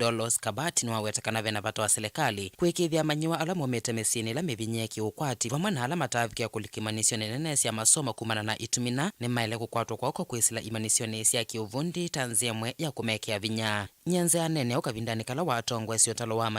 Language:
Kamba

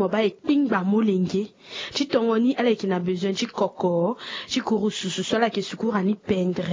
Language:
Sango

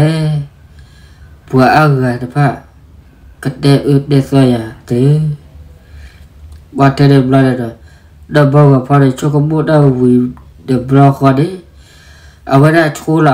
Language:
S'gaw Karen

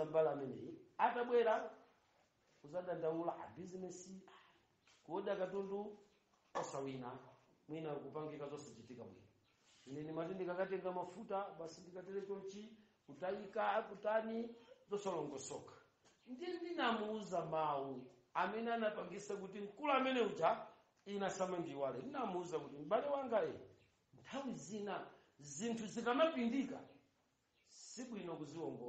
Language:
Nyanja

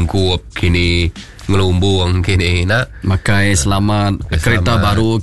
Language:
Iban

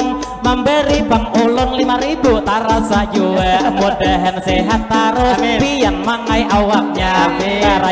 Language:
Banjar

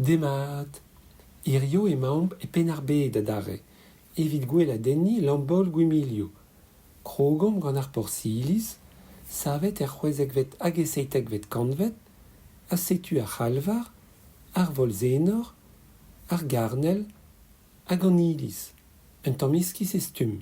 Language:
Breton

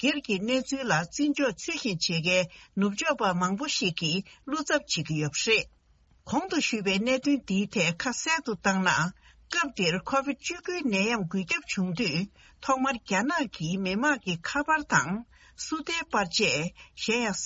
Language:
Tibetan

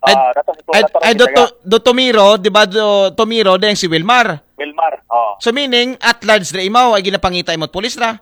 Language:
Aklanon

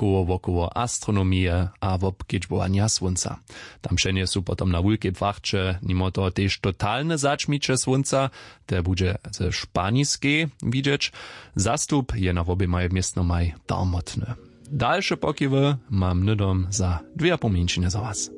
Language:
Upper Sorbian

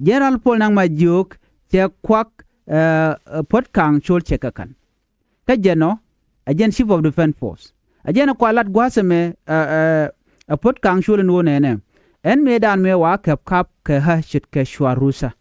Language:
Nuer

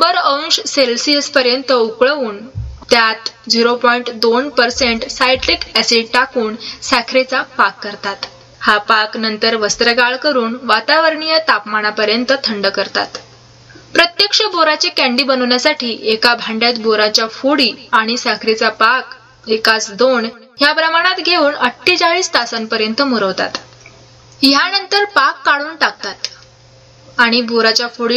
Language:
Marathi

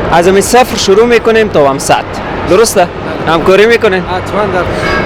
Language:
Persian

